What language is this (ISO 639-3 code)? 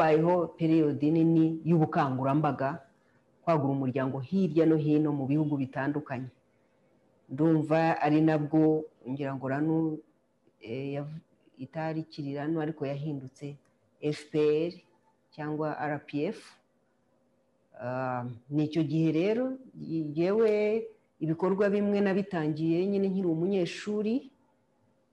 kin